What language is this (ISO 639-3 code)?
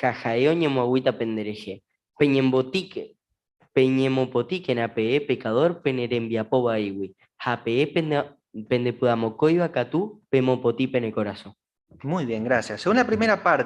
grn